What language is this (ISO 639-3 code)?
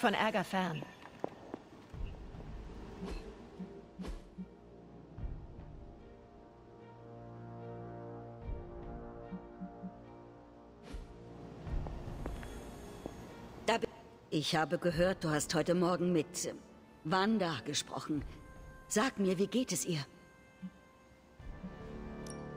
deu